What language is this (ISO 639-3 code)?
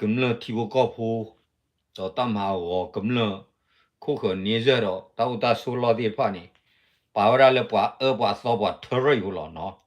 ksw